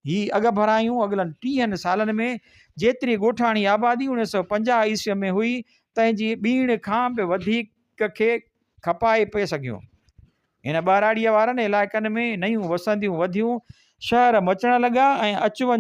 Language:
Sindhi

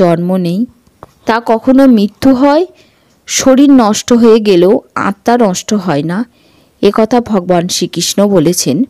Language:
Bangla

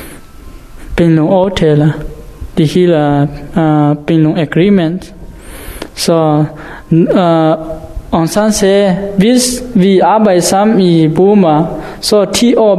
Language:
Danish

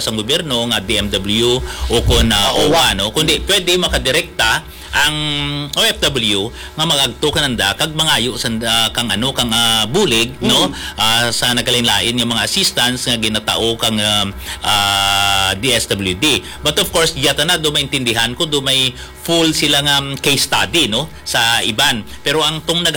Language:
Hiligaynon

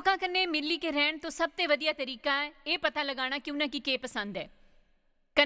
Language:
Dogri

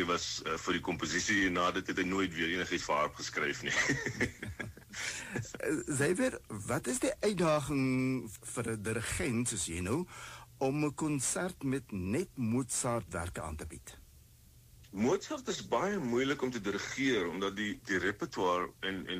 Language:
Afrikaans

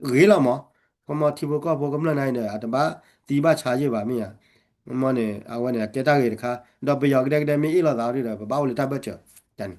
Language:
S'gaw Karen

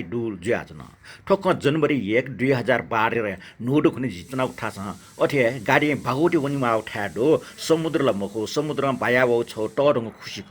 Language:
Newari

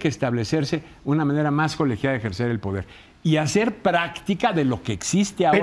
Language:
Spanish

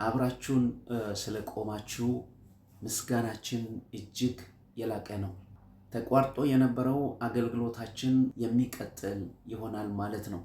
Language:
Amharic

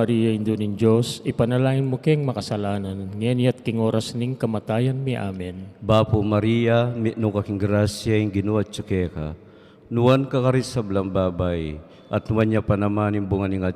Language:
Pampanga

